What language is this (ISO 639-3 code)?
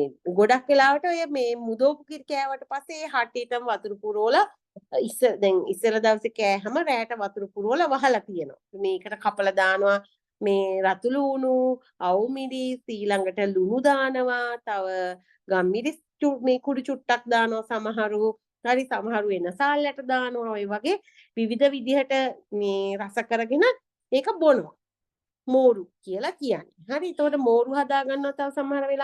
sin